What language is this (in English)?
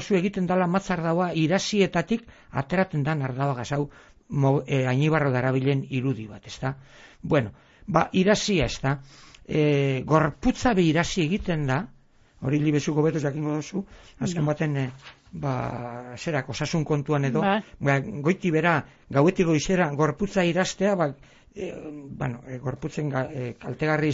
Basque